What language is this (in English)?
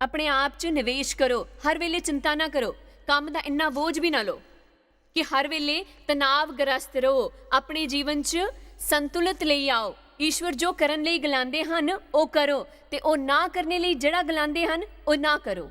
Dogri